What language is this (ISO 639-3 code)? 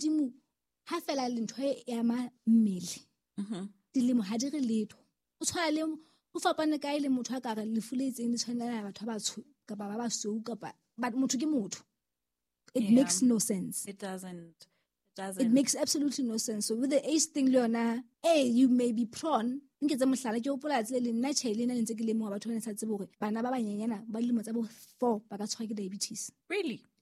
sot